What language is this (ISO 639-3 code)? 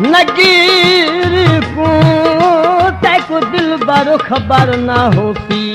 skr